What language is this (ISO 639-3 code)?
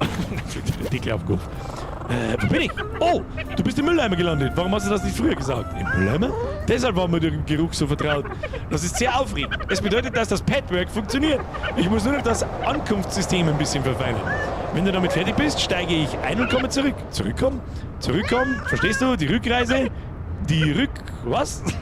bar